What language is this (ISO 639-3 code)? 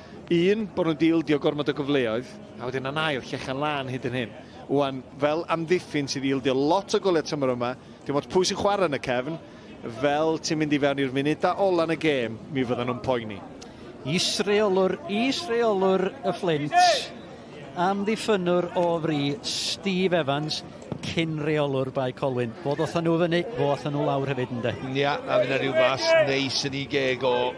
cym